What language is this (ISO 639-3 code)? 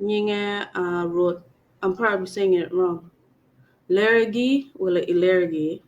ach